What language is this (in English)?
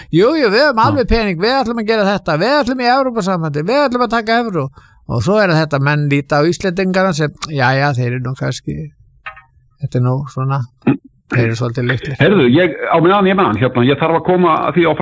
Icelandic